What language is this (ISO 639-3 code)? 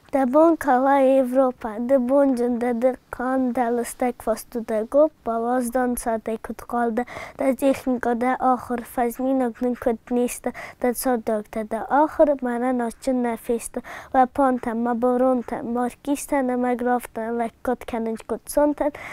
oss